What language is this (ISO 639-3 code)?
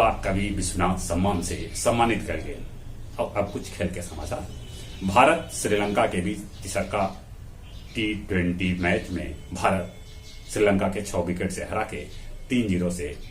mag